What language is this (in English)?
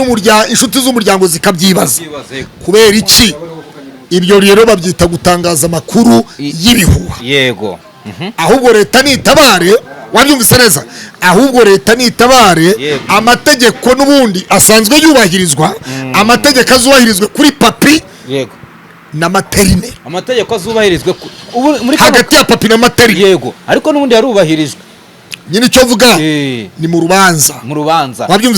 Kinyarwanda